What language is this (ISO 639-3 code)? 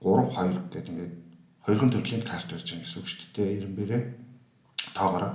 mon